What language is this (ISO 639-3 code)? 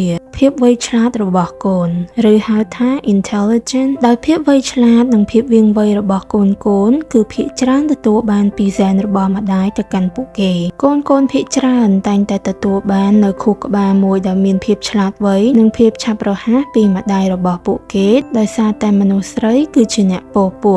khm